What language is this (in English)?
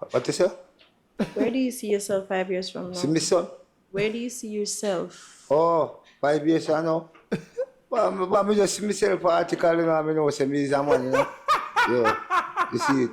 Jamaican Creole English